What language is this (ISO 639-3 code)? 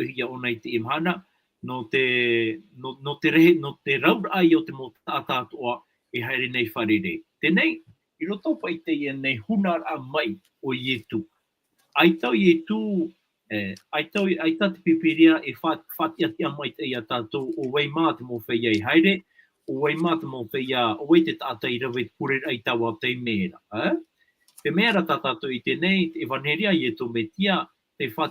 tah